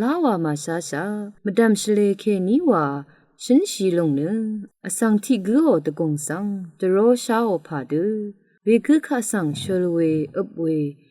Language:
Rawang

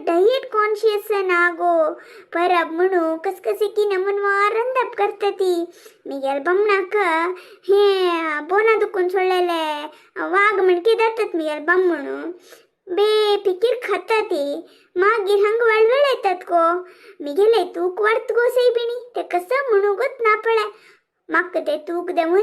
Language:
Konkani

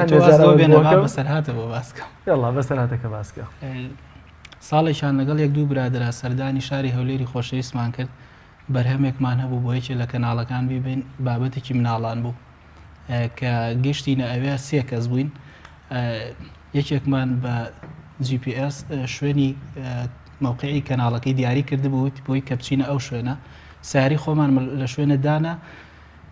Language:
Central Kurdish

